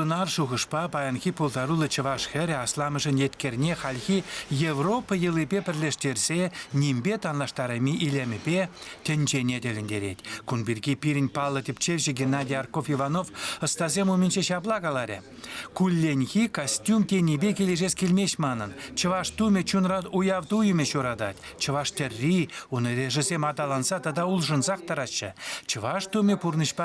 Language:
Chuvash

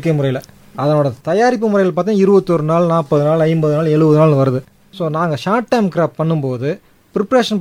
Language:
Tamil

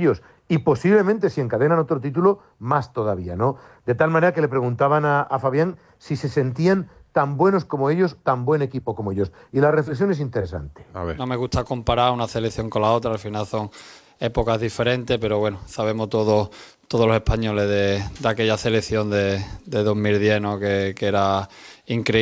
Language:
Spanish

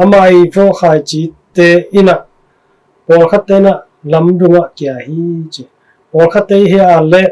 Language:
Tedim Chin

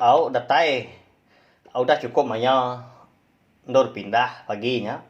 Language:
Iban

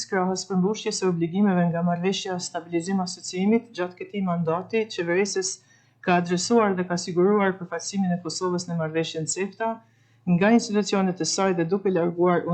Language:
Albanian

